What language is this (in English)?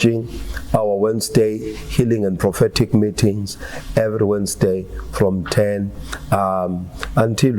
Zulu